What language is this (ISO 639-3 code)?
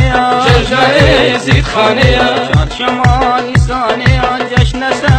fas